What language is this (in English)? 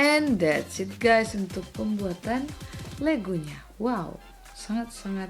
Manado Malay